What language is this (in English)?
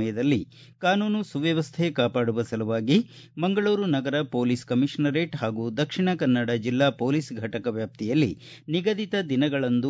Kannada